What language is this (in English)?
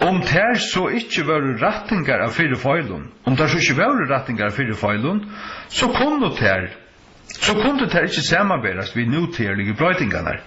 Faroese